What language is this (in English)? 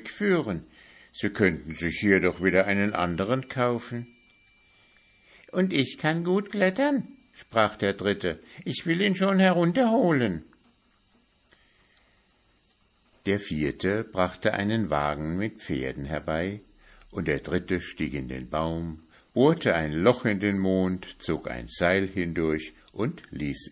German